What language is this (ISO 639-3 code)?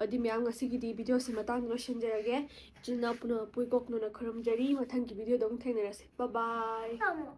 mni